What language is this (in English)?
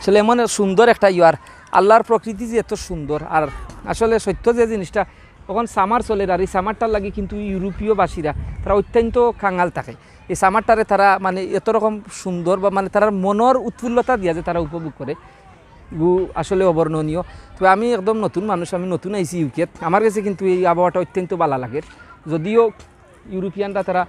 Sylheti